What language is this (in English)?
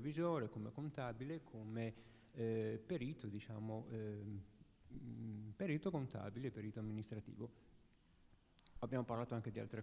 Italian